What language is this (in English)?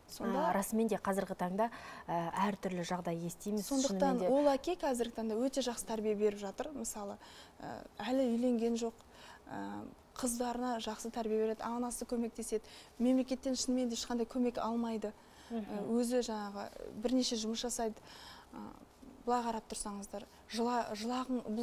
Kazakh